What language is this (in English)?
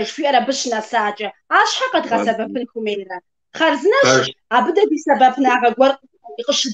Kabardian